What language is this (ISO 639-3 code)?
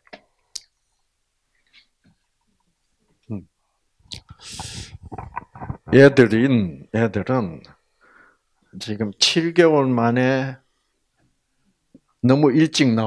kor